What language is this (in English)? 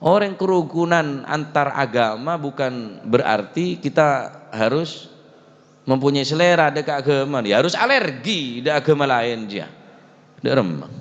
Madurese